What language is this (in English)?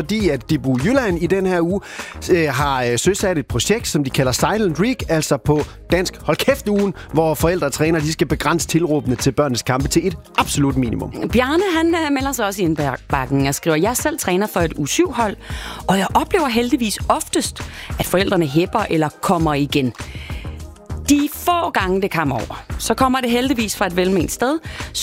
Danish